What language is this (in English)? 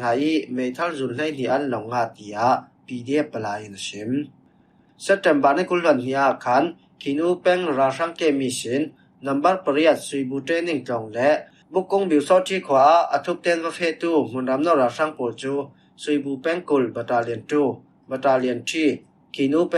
Falam Chin